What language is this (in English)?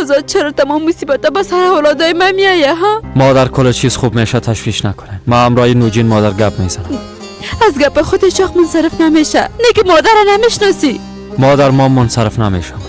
Persian